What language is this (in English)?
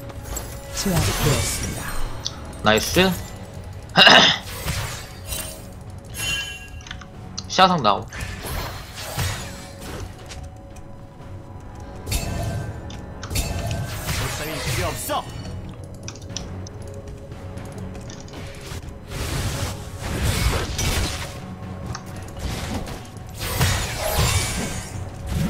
Korean